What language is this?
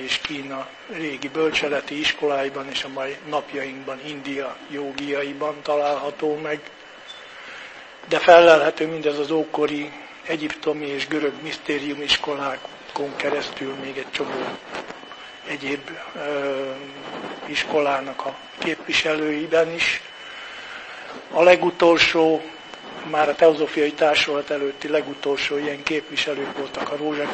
Hungarian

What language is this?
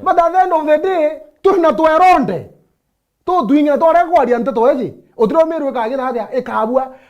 Meru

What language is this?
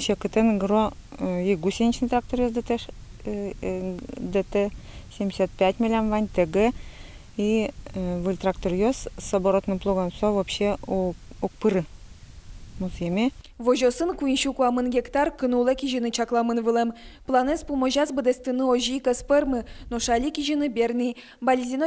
Udmurt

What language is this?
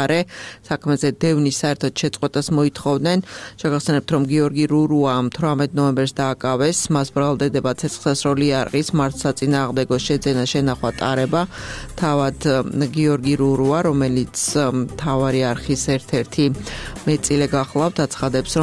Georgian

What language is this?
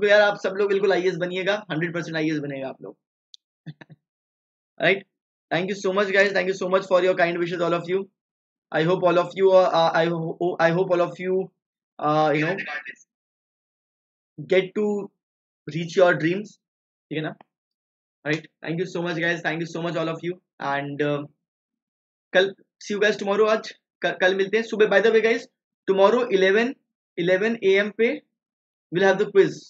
Hindi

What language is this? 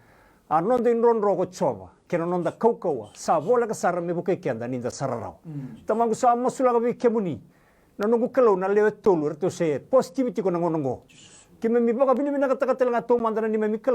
Fijian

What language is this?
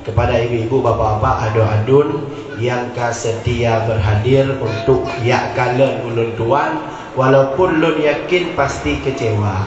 Achinese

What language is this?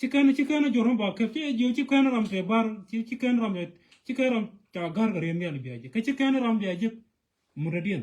Nuer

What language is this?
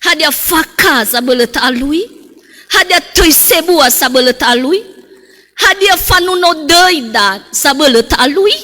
Nias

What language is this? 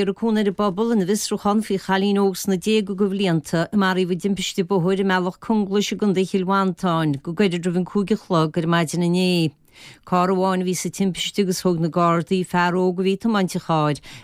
Irish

